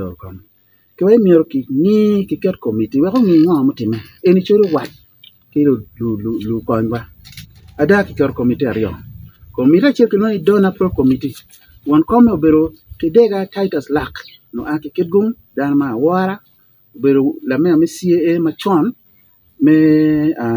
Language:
Acoli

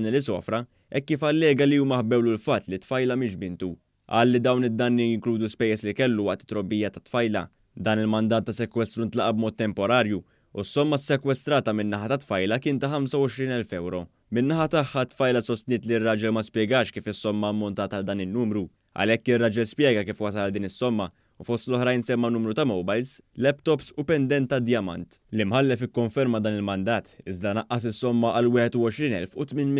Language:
Maltese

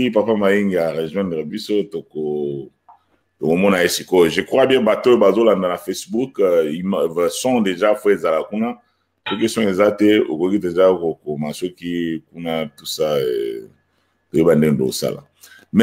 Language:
Lingala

